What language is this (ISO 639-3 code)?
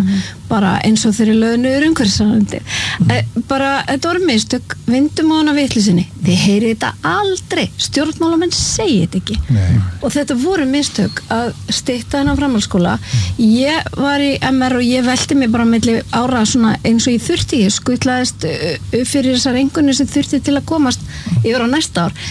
isl